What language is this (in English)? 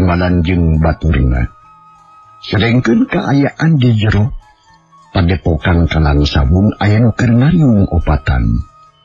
Sundanese